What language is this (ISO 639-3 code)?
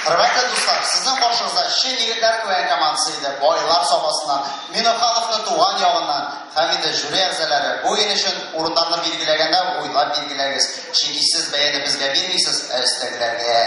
tat